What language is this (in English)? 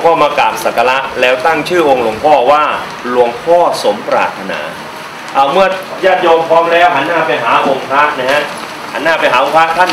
Thai